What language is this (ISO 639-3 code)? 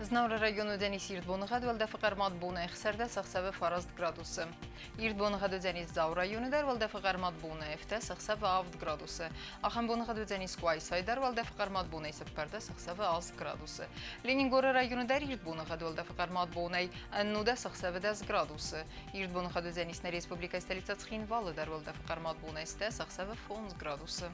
oss